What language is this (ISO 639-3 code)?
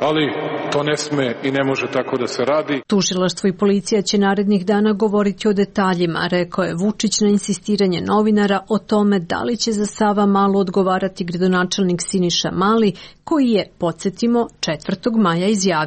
srp